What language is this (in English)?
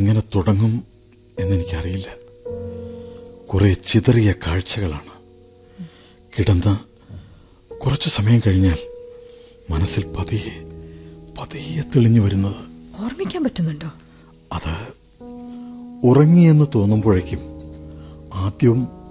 Malayalam